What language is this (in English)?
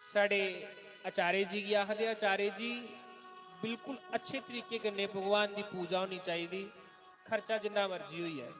Dogri